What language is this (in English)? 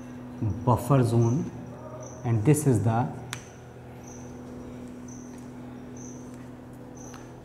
Hindi